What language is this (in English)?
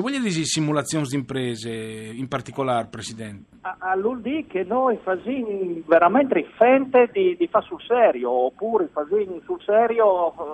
Friulian